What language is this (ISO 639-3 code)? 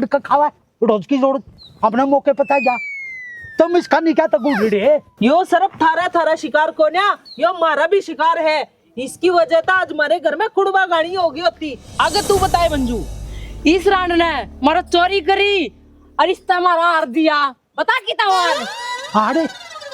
bgc